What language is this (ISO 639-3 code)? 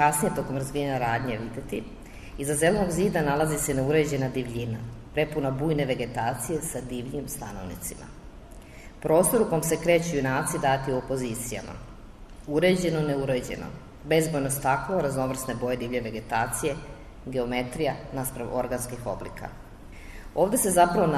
srp